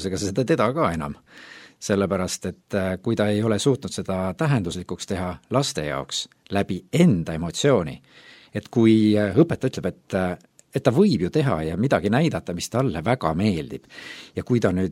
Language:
Estonian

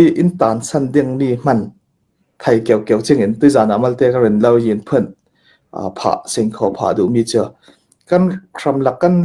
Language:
Hakha Chin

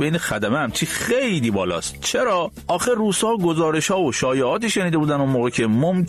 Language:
Persian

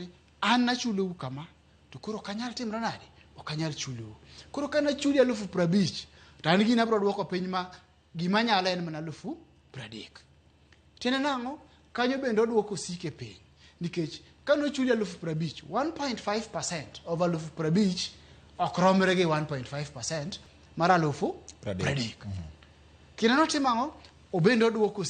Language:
Luo (Kenya and Tanzania)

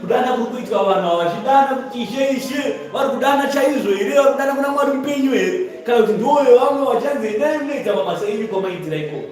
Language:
Shona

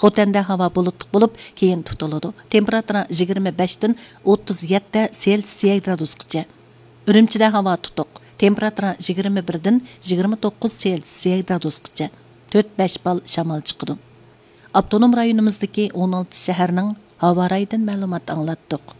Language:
Uyghur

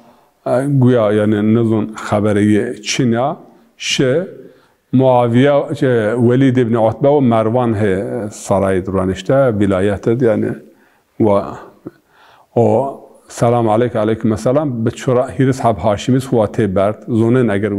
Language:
Zaza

